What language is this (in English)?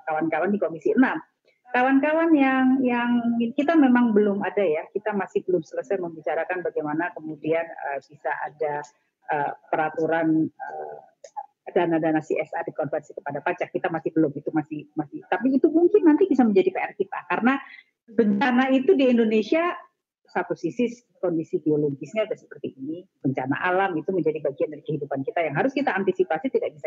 Indonesian